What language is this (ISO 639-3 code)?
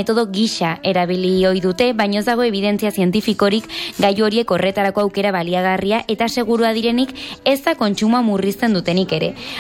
eus